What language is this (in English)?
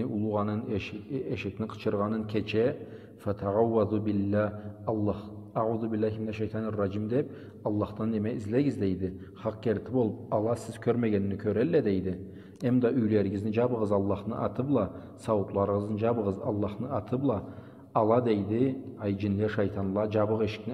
Karachay-Balkar